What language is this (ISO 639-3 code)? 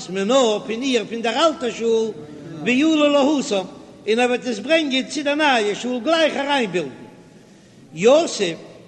yid